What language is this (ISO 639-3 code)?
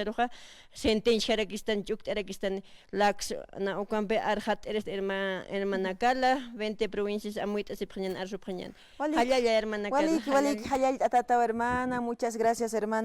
aym